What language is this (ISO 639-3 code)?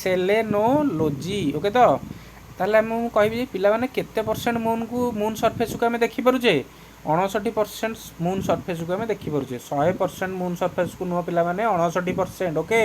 ori